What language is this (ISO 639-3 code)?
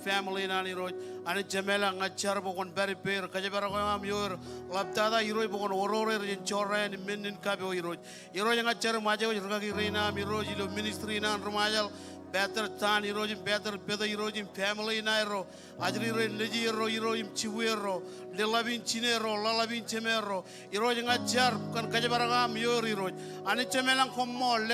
mah